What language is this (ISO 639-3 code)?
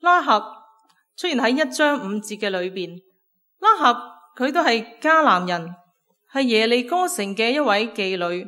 yue